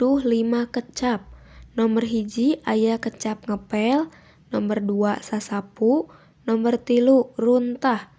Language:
Sundanese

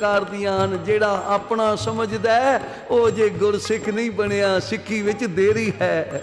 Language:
Punjabi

